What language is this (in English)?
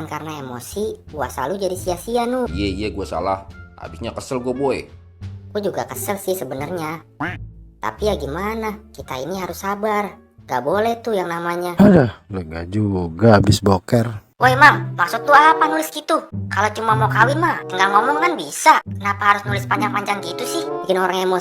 Betawi